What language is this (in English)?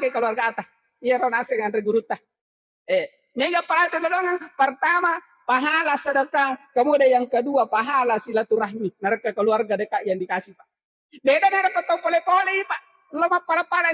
Buginese